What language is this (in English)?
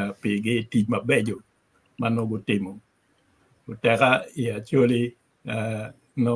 Acoli